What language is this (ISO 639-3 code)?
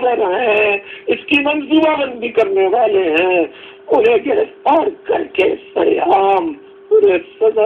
urd